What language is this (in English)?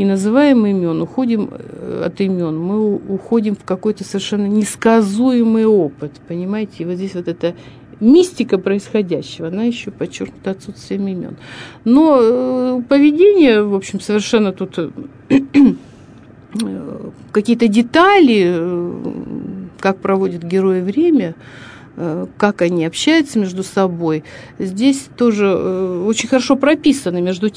Russian